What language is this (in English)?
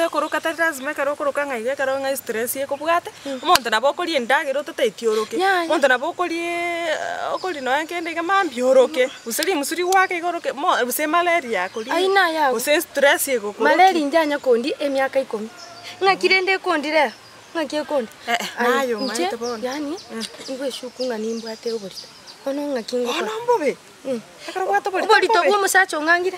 Gusii